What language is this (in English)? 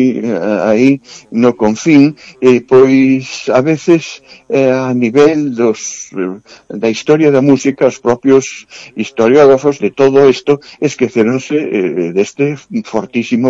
Galician